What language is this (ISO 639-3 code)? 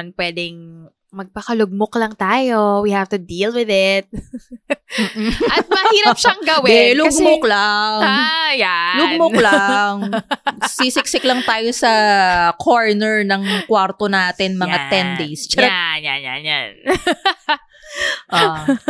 fil